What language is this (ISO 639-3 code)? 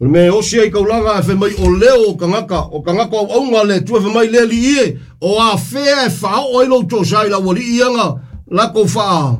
smo